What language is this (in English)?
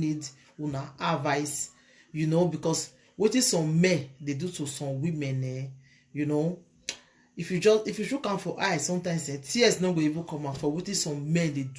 Nigerian Pidgin